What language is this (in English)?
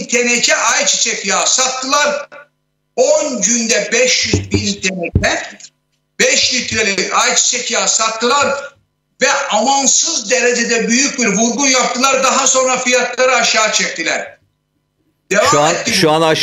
Turkish